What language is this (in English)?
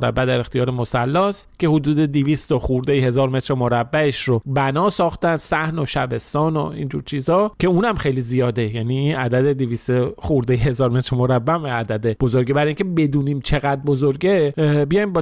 Persian